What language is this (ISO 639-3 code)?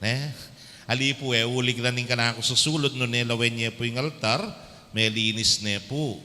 pam